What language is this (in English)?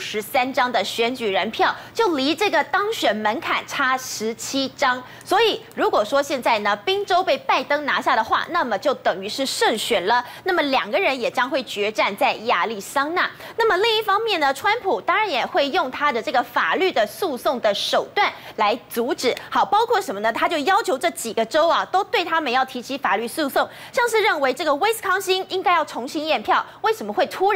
Chinese